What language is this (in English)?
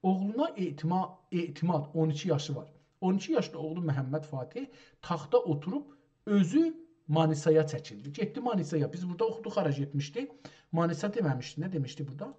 South Azerbaijani